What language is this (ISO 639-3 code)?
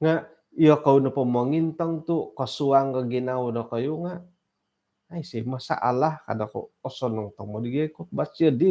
dtp